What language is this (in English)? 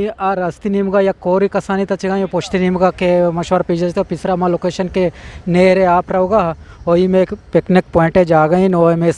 Eastern Balochi